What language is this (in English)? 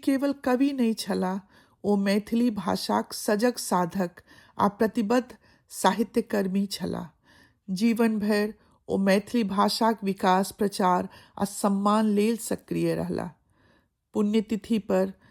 Maithili